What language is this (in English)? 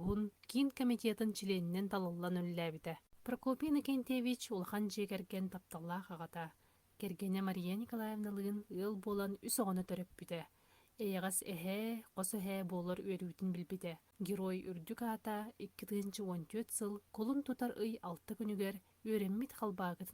Yakut